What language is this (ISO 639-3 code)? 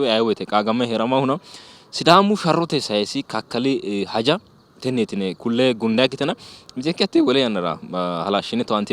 sid